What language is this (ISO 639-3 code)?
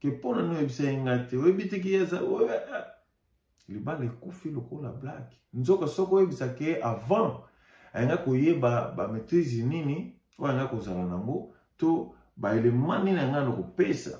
lin